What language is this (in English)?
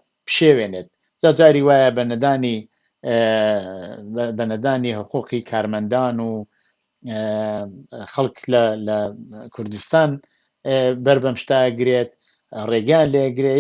Central Kurdish